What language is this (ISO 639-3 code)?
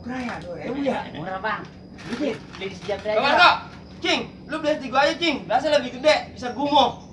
bew